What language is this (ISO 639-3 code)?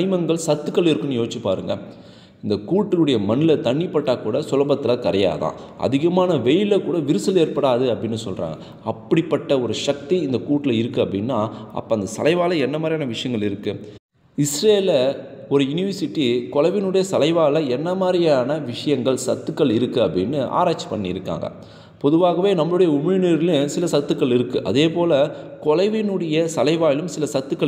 tam